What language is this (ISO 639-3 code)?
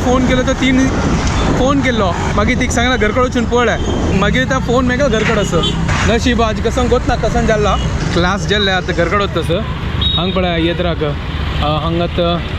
kok